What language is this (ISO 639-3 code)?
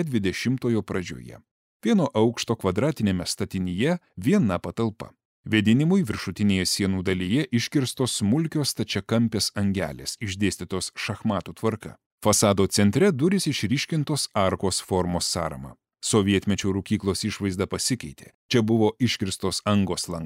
lit